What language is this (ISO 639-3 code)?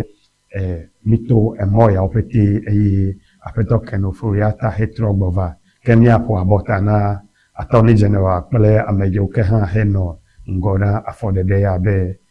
ewe